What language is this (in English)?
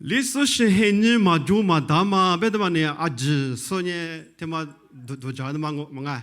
Lisu